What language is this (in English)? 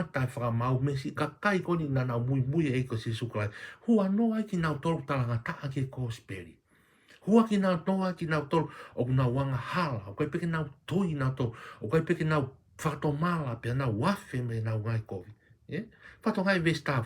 Tongan